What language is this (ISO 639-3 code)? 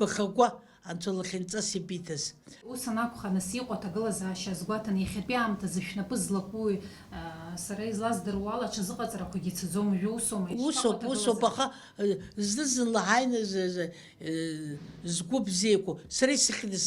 abk